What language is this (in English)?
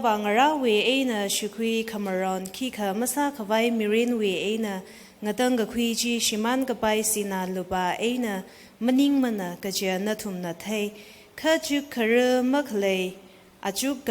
Tangkhul Naga (India)